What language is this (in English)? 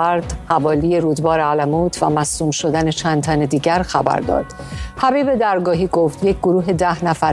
Persian